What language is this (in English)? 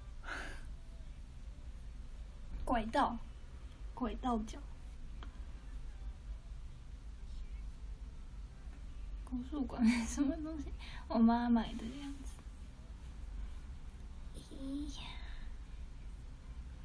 Chinese